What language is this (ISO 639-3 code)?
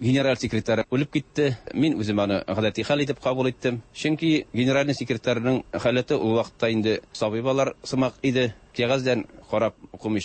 tat